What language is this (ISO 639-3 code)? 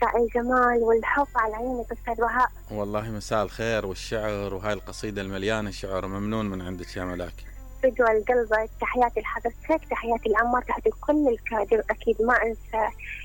acm